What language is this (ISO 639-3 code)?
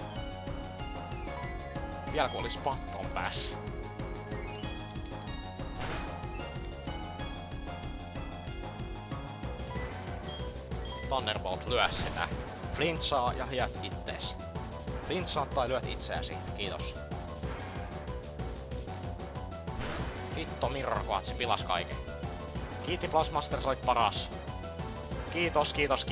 fin